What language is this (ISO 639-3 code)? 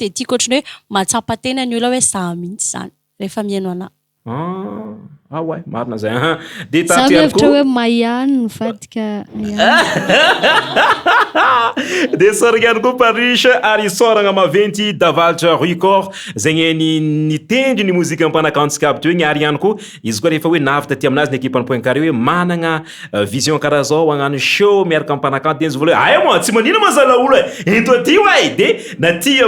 mlg